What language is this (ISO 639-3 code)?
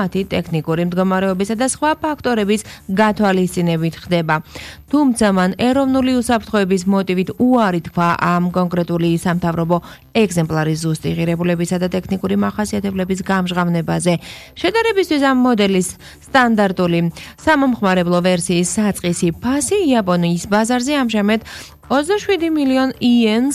kat